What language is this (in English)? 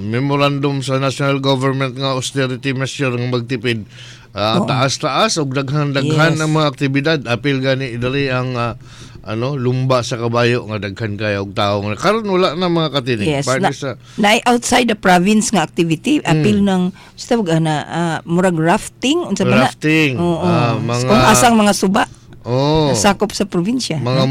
Cebuano